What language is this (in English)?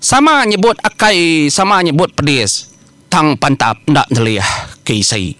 Iban